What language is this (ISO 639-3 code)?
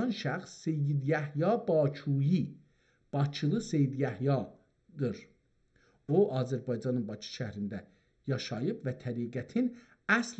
azb